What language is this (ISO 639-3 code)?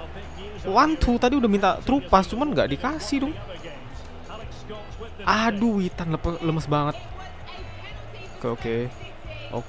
ind